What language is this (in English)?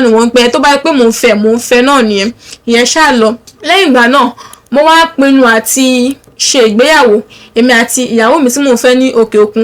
Yoruba